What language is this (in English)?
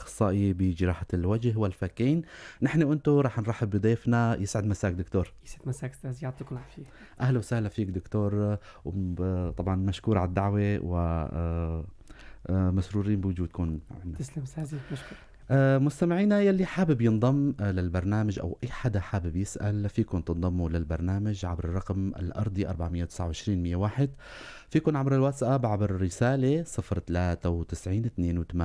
North Levantine Arabic